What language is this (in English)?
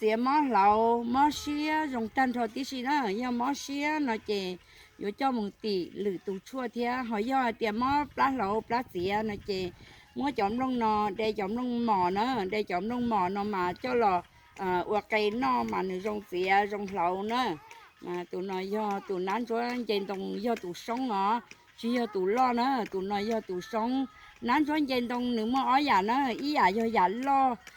Hmong